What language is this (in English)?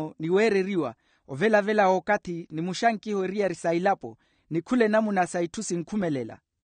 Makhuwa